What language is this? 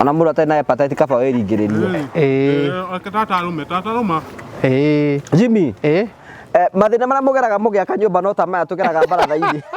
Kikuyu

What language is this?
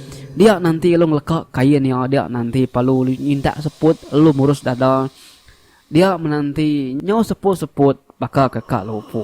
Iban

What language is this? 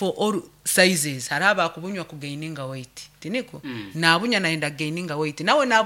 Nyankole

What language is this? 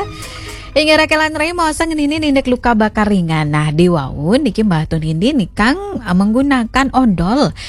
Balinese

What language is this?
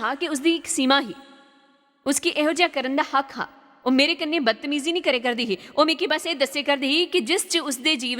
Dogri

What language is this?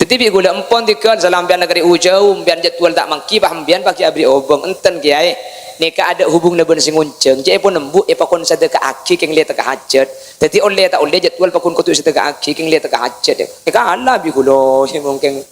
Madurese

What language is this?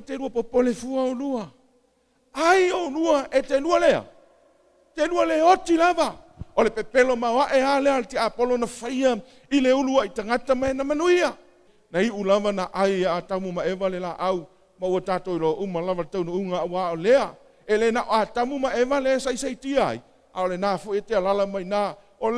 Samoan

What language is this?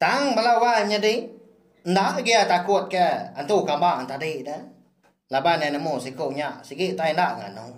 Iban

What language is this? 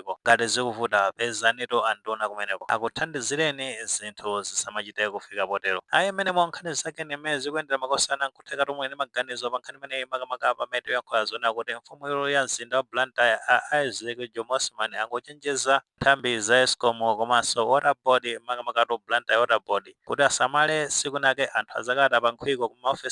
Nyanja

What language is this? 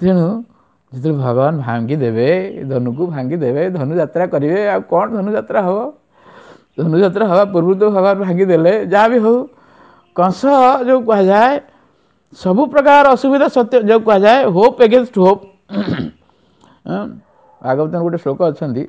Odia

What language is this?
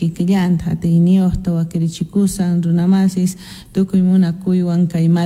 Quechua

